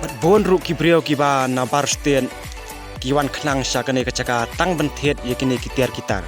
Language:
Khasi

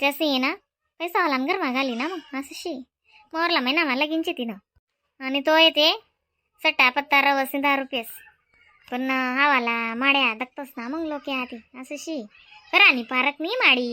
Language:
Khandesi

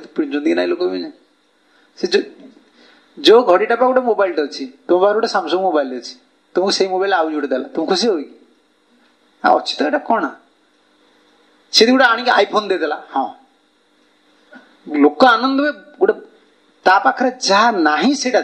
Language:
Odia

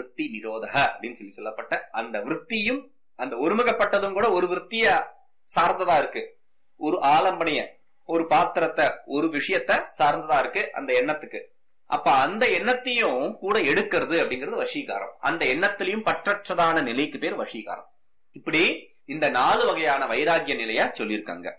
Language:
Tamil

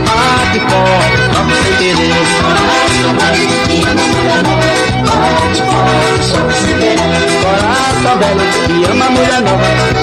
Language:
Portuguese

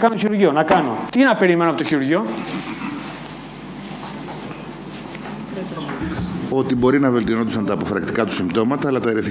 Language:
Greek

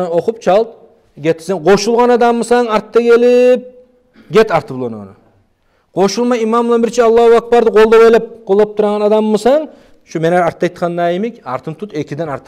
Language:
Kumyk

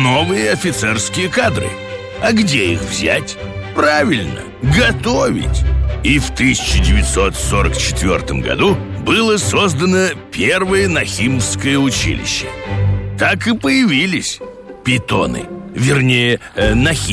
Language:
Russian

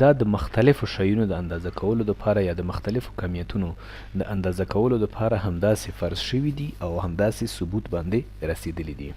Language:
Pashto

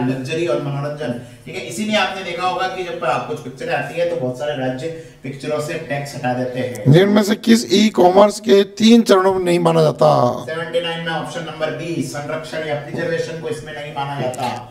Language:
Hindi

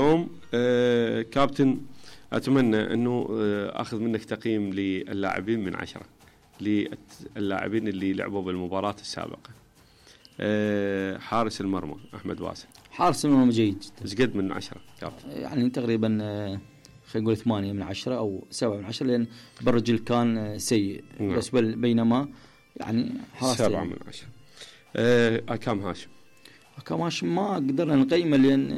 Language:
Mesopotamian Arabic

